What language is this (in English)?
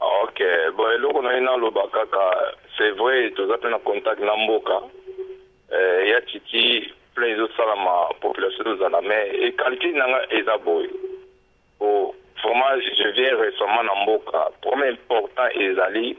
Lingala